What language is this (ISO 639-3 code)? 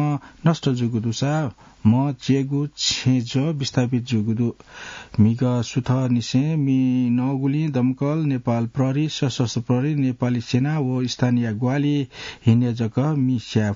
new